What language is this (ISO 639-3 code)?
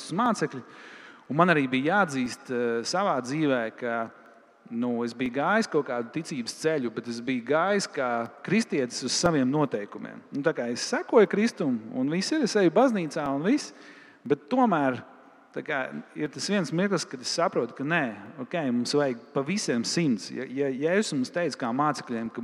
lav